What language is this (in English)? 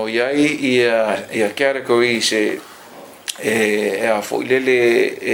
Samoan